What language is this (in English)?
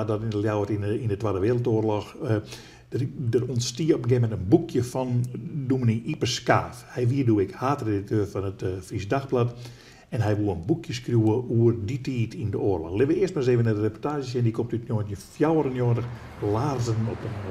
Western Frisian